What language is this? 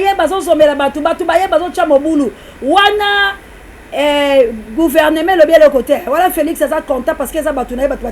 Lingala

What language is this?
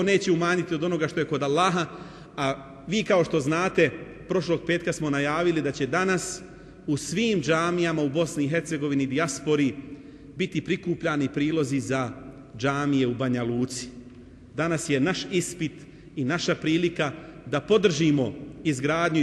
Bosnian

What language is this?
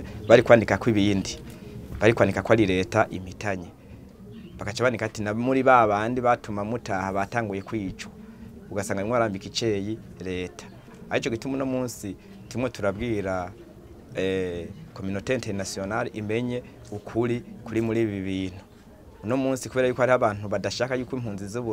Rundi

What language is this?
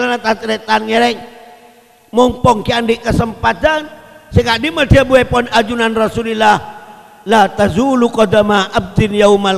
Madurese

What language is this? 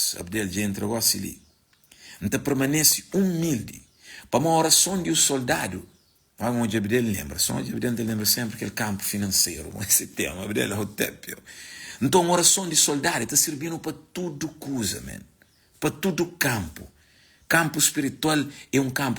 Kabuverdianu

